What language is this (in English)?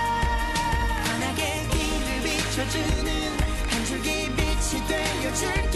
Korean